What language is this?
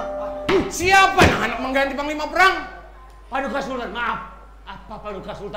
Banjar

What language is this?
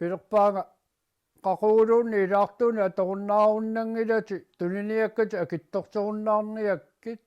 Kalaallisut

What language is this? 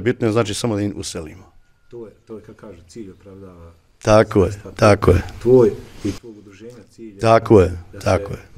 Bosnian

